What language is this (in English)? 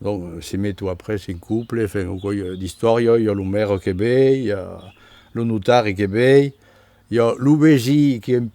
Occitan